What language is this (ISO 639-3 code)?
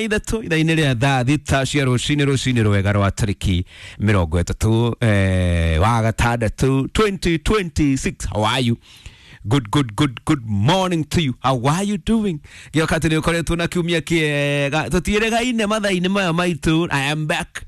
kik